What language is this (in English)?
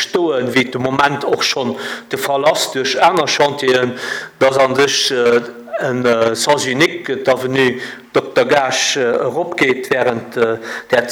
Luxembourgish